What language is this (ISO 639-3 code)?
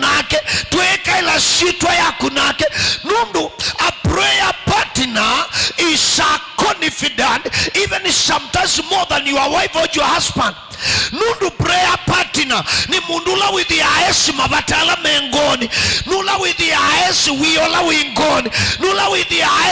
kam